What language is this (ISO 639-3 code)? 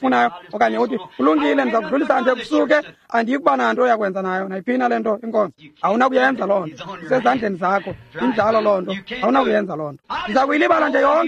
xho